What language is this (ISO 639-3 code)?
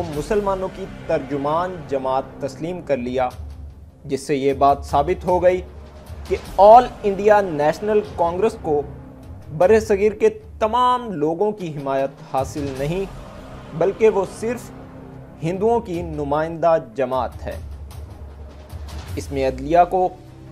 urd